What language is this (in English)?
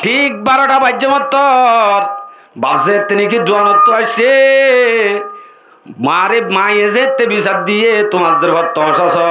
Rohingya